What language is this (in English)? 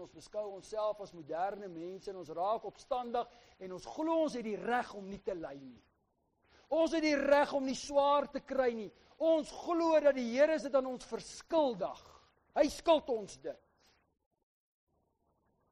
Afrikaans